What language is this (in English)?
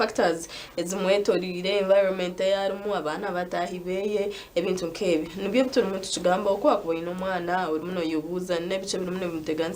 Nyankole